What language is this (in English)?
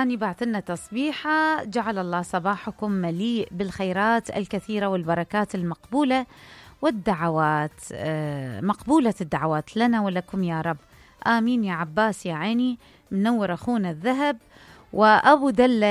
Mesopotamian Arabic